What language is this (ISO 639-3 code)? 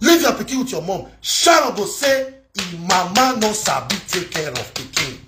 pcm